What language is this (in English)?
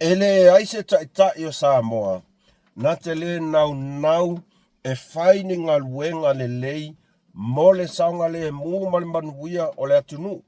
Samoan